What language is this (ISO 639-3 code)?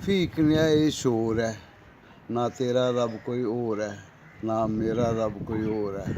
doi